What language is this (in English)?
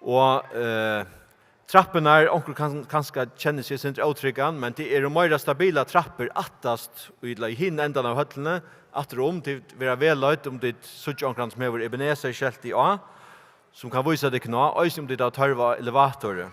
Faroese